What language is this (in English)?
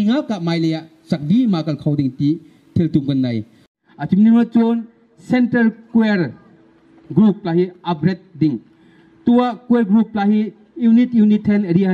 Bawm Chin